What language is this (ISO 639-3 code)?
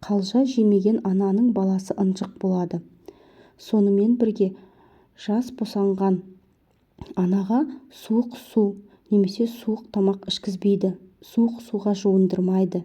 kaz